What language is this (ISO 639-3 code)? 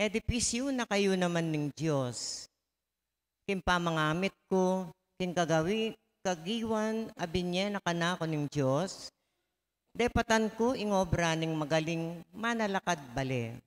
pam